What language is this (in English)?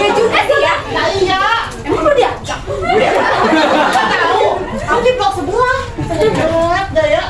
Betawi